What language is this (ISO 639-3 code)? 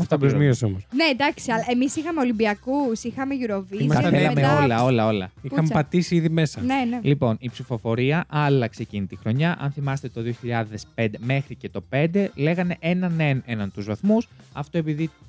ell